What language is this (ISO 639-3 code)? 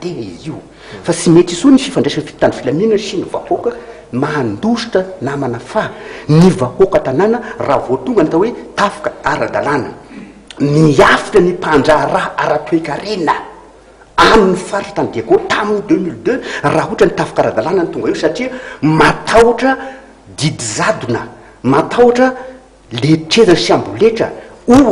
mlg